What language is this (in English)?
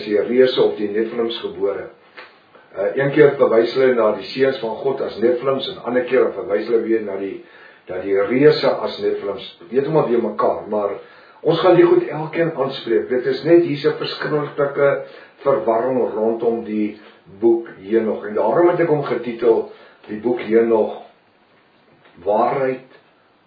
Afrikaans